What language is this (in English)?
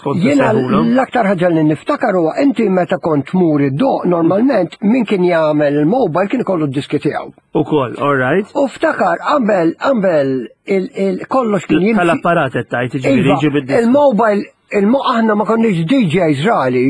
Maltese